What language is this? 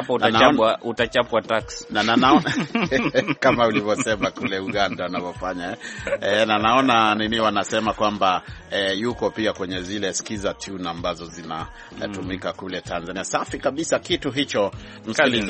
Swahili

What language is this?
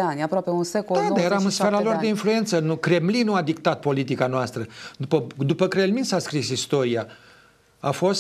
Romanian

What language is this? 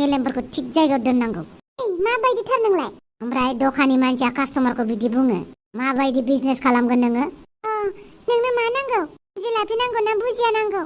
Bodo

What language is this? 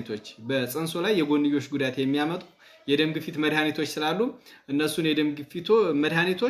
Amharic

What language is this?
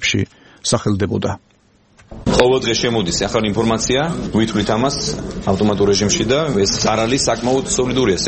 Georgian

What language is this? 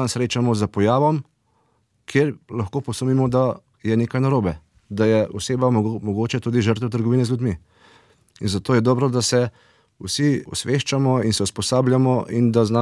Slovenian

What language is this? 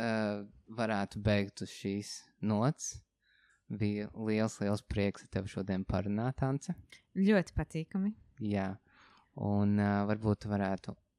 Latvian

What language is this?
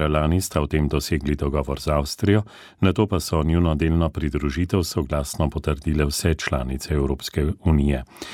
Slovenian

